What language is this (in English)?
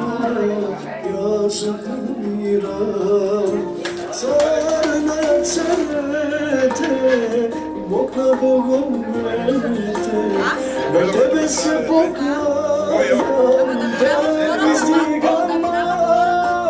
Bulgarian